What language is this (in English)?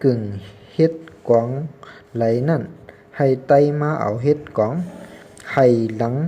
Shan